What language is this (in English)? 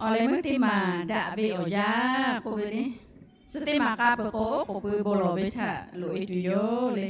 Lahu